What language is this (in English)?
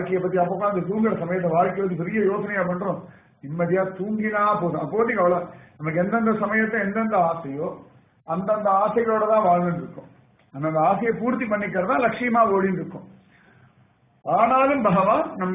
Tamil